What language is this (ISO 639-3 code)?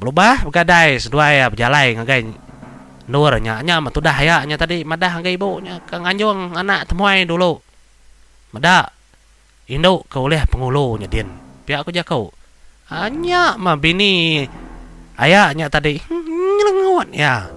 iba